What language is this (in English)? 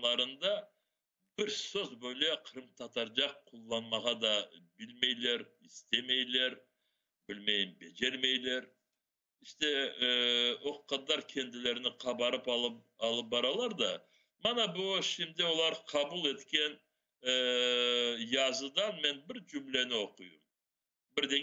Crimean Tatar